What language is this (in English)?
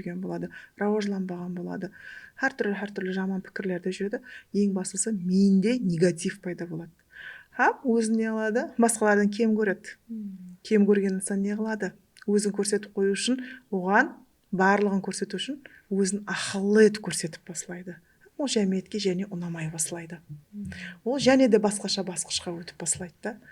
Kara-Kalpak